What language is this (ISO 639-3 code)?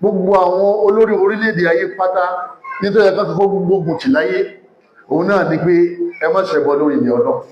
yor